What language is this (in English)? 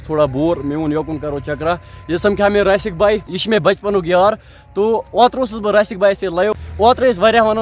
Kashmiri